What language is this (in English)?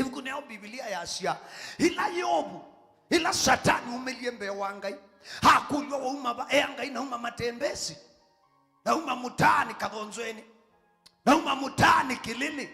Kamba